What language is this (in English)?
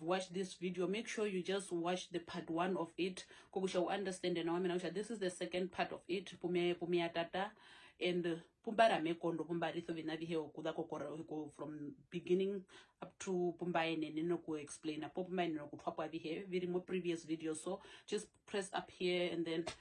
Herero